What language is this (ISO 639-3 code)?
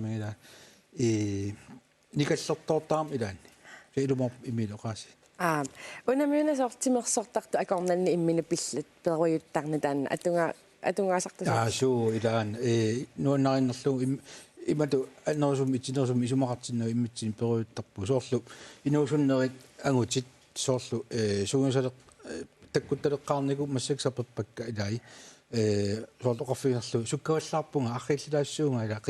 kal